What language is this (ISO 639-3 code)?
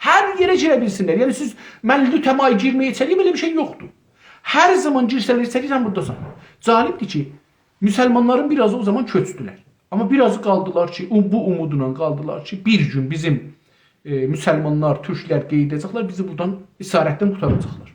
azb